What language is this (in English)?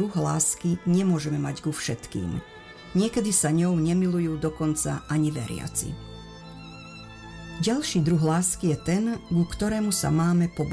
Slovak